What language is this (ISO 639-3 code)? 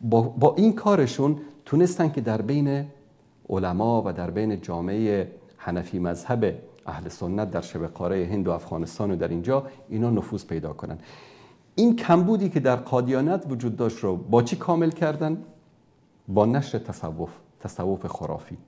fas